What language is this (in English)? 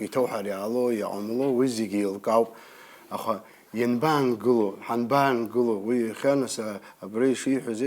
Abkhazian